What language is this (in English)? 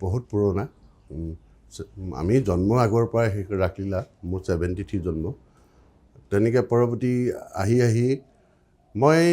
Assamese